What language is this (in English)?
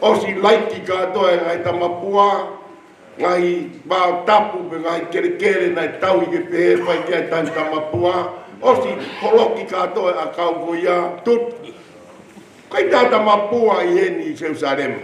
Tongan